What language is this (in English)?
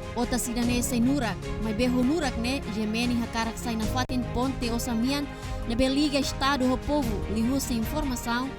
Tetum